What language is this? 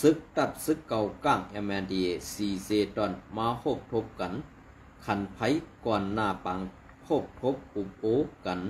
Shan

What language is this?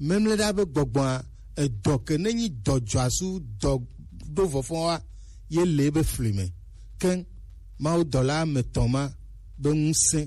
Gen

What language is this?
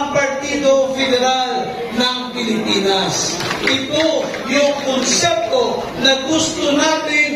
Filipino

